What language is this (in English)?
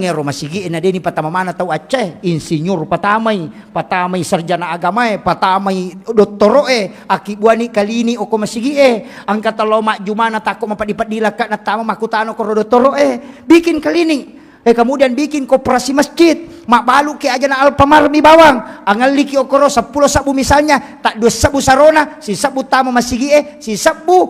Buginese